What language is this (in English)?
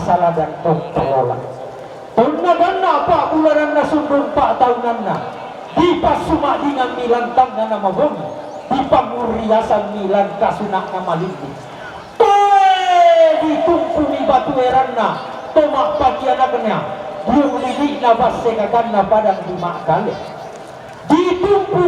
Toraja-Sa'dan